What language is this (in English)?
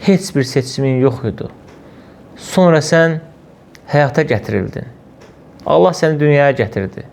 Azerbaijani